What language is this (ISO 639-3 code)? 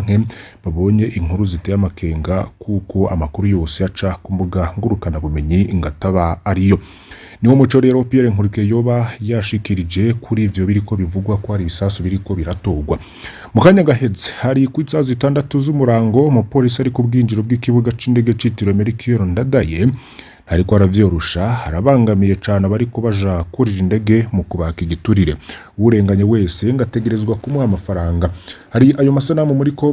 run